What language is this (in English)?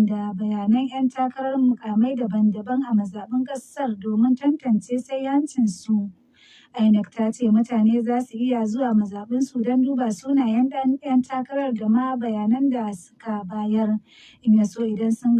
Hausa